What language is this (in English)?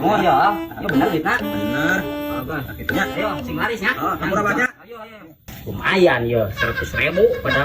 Sundanese